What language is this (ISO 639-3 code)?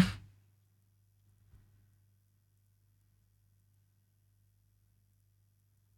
nor